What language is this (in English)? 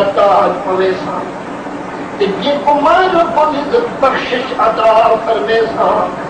Saraiki